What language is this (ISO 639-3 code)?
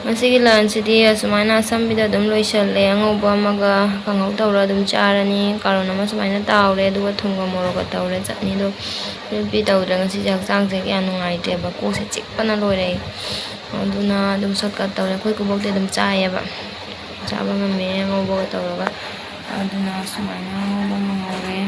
mni